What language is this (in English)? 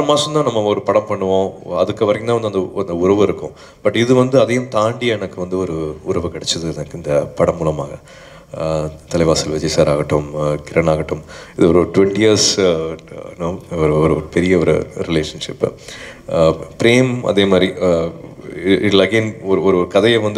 Tamil